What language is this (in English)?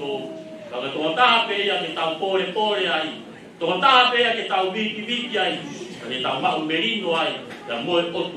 Tongan